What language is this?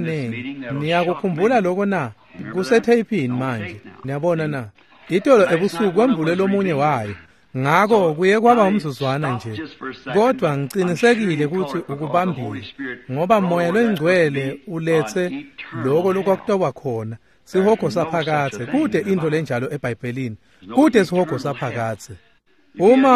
Swati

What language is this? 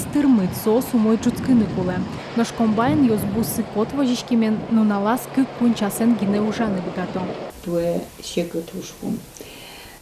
Udmurt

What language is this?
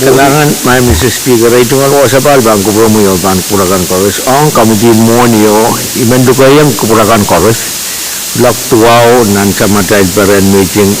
Pohnpeian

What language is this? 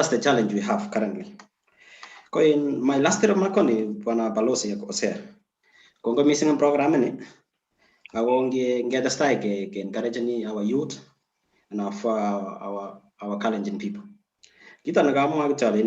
Kalenjin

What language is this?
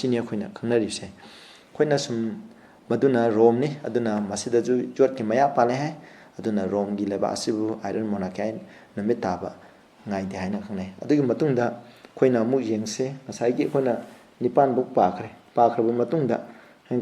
Manipuri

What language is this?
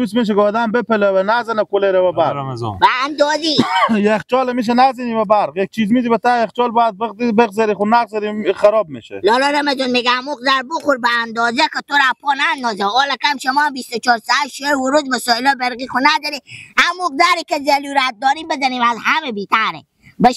Persian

